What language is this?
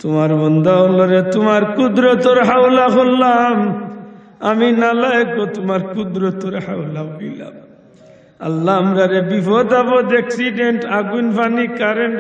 Sylheti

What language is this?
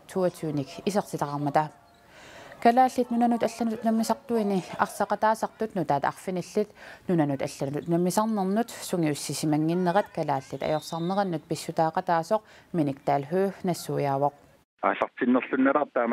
Kalaallisut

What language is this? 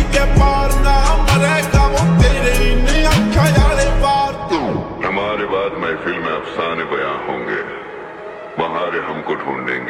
Haryanvi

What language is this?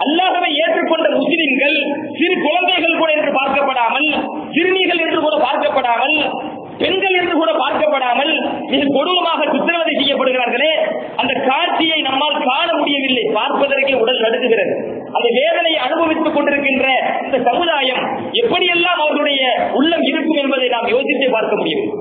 Tamil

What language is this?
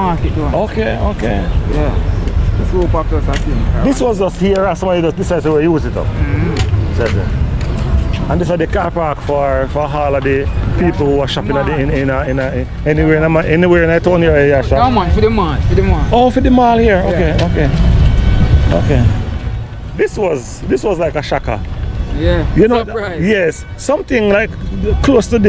Jamaican Creole English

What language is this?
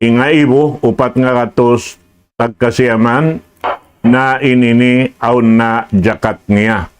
Tausug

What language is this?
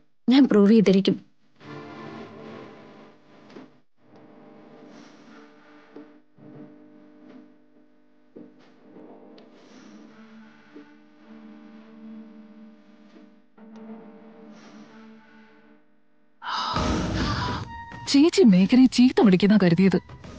Malayalam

